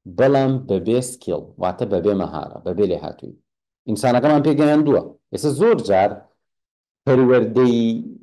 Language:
Central Kurdish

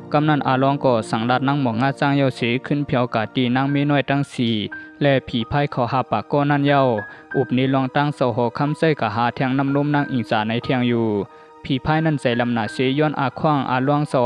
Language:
Shan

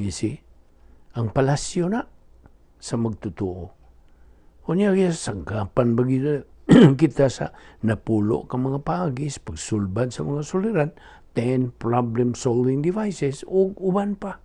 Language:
Cebuano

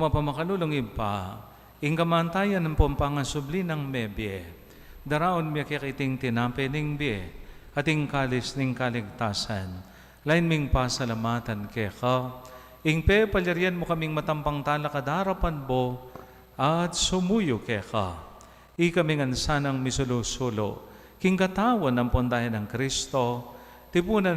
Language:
Pampanga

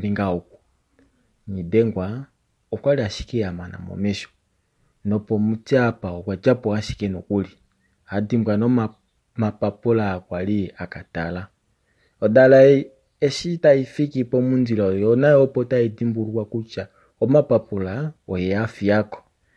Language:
Kuanyama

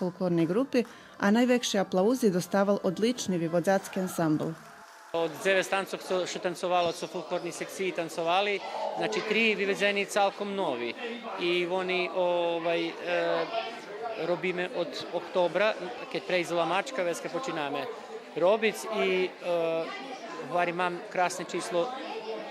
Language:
Rusyn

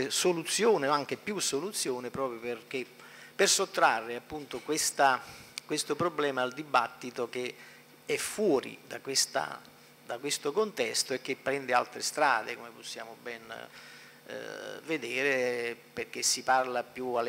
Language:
Italian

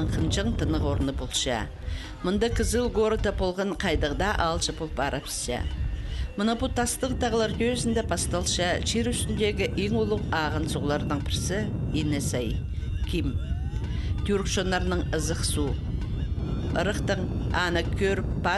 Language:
Khakas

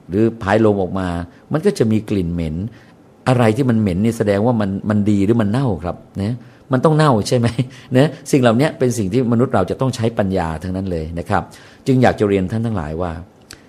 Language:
Thai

